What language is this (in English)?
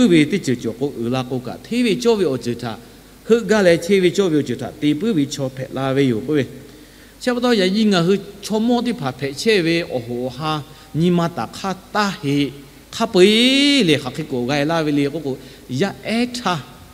Lahu